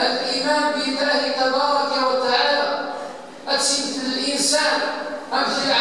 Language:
Kabyle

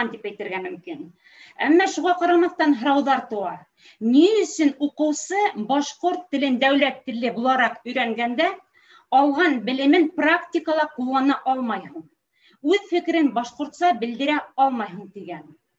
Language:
Bashkir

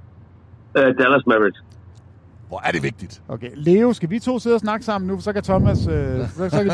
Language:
Danish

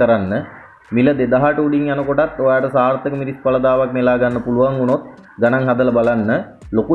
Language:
Sinhala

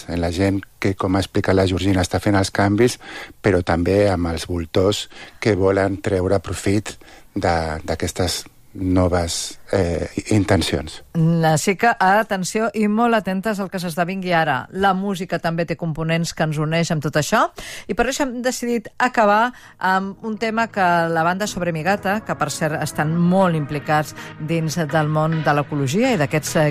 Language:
Catalan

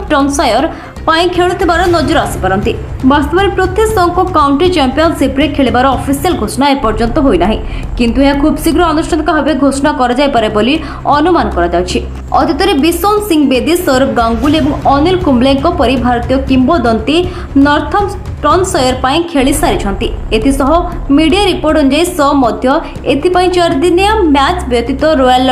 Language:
Odia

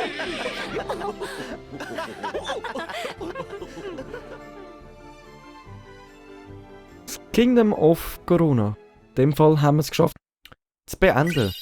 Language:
Swiss German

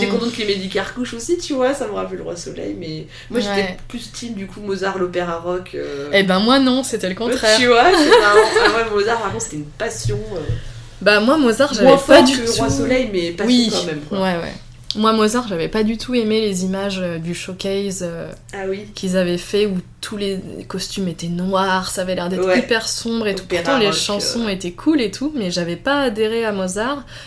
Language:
French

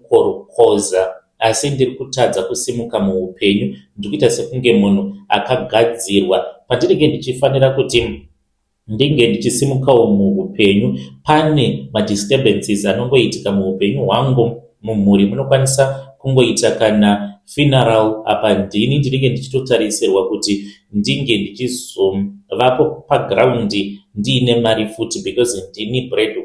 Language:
Shona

